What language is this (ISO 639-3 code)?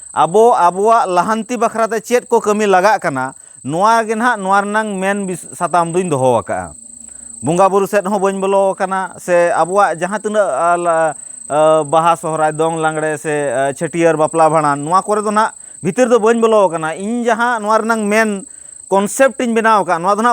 sat